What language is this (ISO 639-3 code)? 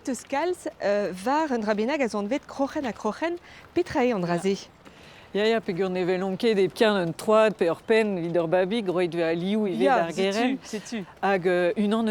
bre